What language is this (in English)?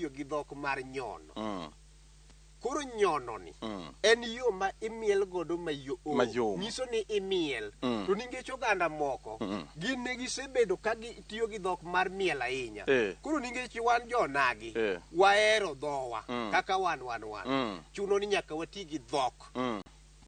Luo (Kenya and Tanzania)